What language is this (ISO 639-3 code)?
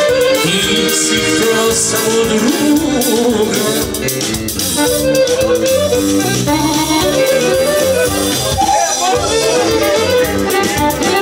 srp